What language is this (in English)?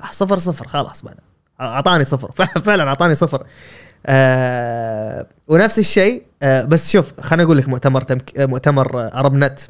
Gulf Arabic